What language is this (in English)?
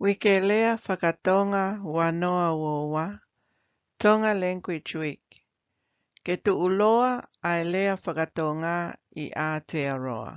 Tongan